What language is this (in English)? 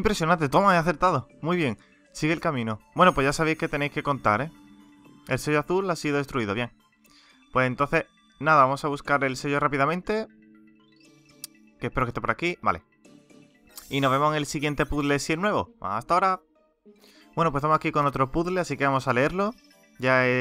Spanish